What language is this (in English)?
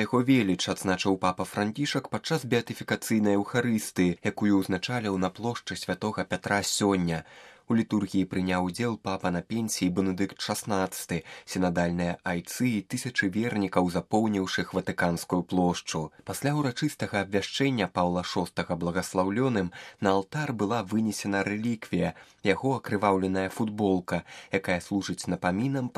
Belarusian